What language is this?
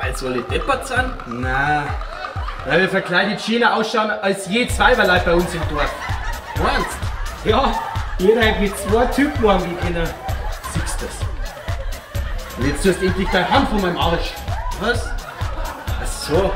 Bavarian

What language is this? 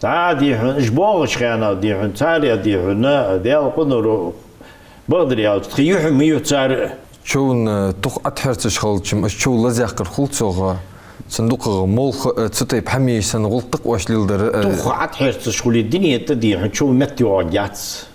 Ingush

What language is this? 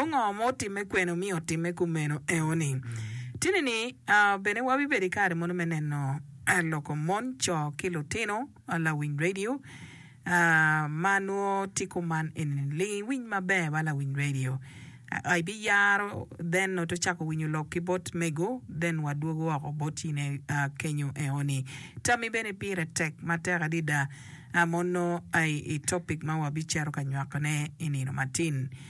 Acoli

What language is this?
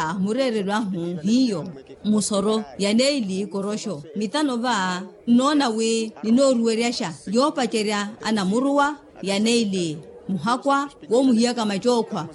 Makhuwa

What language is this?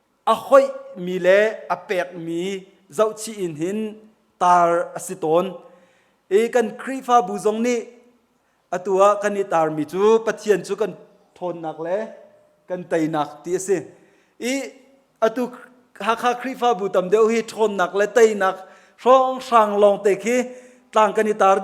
Hakha Chin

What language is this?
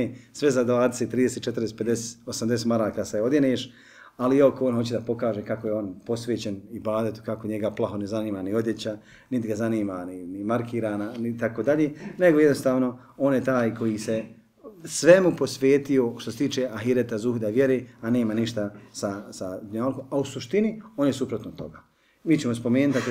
Bosnian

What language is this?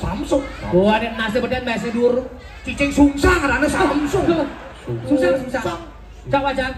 Balinese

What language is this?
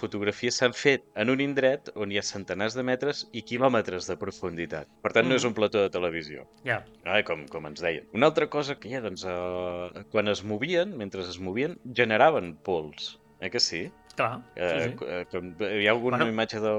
Catalan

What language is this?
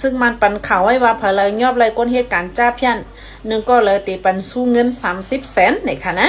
Shan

